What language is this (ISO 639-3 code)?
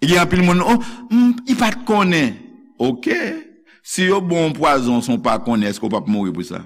hat